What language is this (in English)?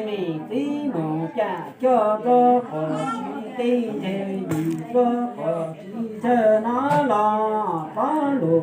Hmong